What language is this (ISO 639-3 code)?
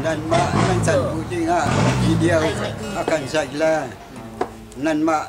cnh